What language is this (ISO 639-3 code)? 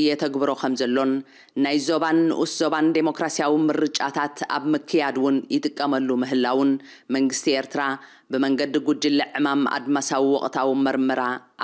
tir